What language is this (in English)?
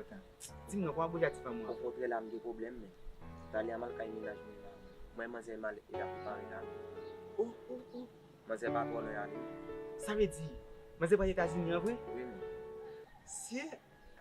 Haitian Creole